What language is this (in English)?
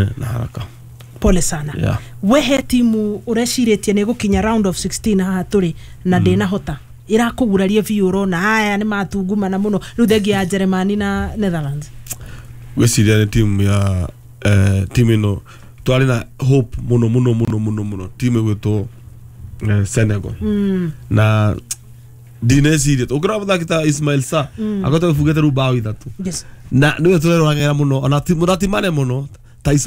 Kikuyu